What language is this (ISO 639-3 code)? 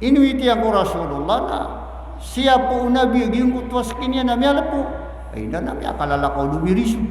mrw